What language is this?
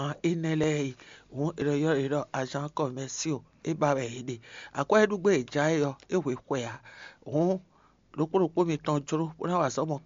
Fon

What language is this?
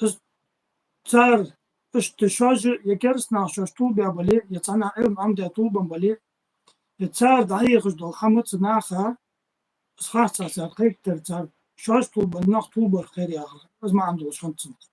Ingush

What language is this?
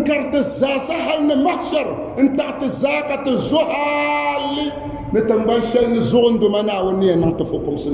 Dagbani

